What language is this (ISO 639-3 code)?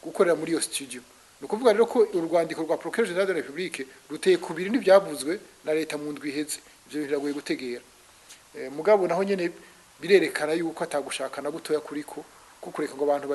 run